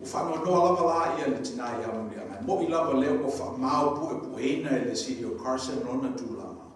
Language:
Samoan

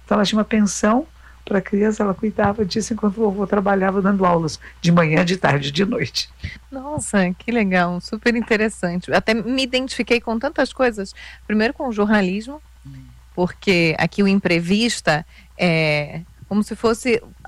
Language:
Portuguese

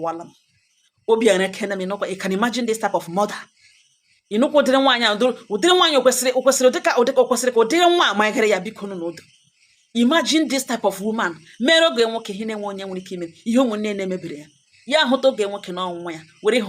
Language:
Igbo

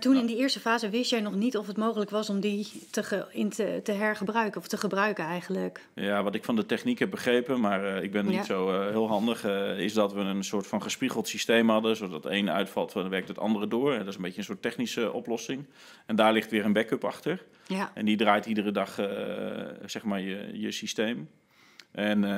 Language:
Dutch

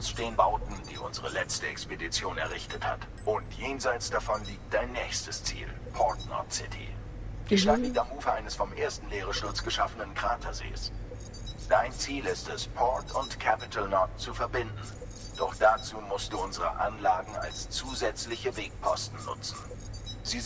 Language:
Swiss German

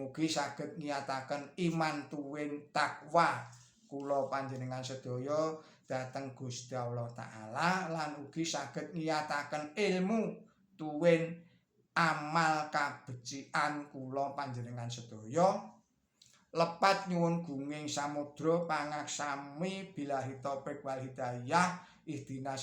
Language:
Javanese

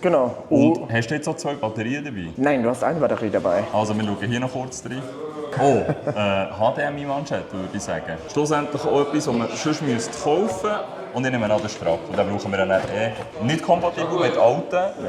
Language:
Swiss German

